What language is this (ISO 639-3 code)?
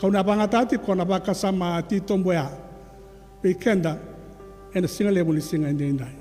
fij